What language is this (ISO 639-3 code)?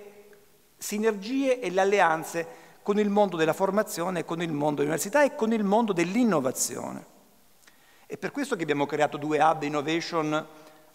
ita